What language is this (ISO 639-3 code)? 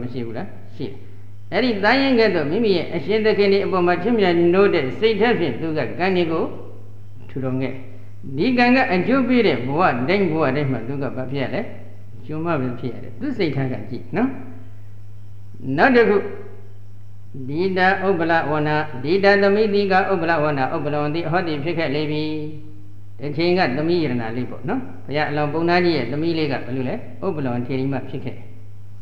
mya